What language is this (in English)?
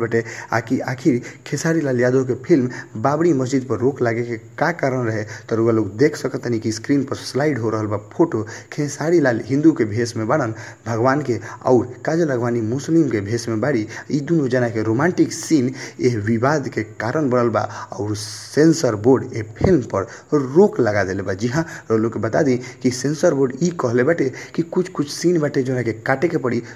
Bhojpuri